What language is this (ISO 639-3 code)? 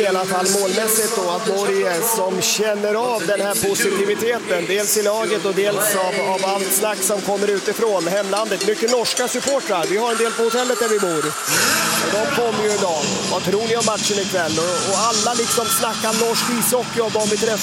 swe